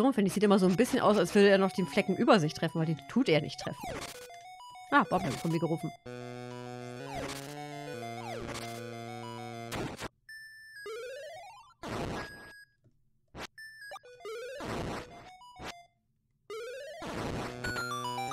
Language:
German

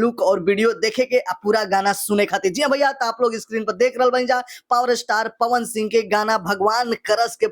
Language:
Bhojpuri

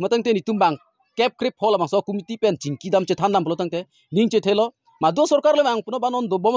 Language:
Karbi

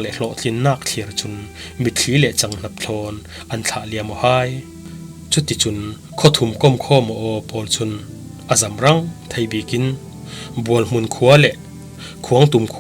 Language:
Falam Chin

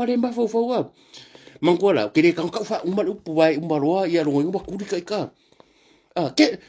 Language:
Samoan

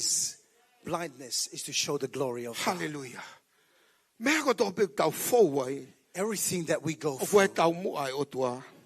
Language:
Tongan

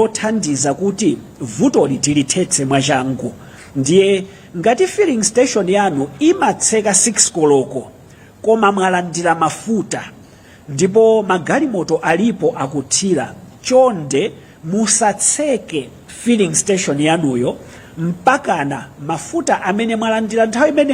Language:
Nyanja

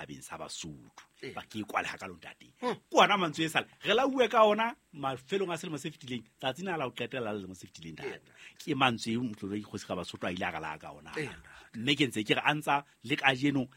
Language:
Southern Sotho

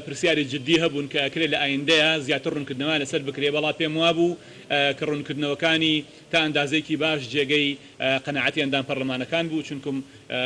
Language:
Central Kurdish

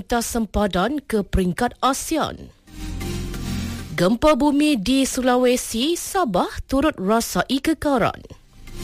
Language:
Malay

